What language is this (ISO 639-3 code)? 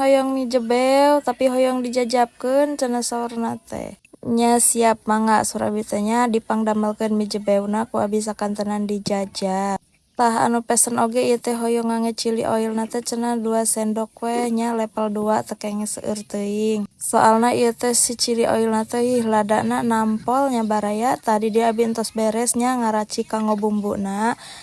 sun